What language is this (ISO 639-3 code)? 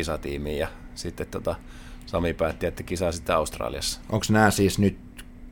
fin